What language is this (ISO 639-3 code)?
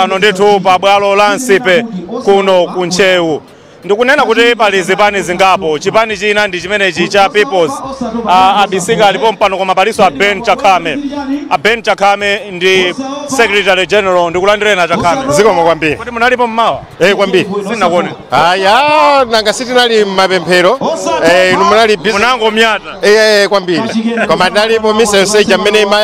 nya